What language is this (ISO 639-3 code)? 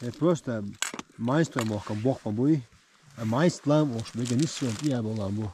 che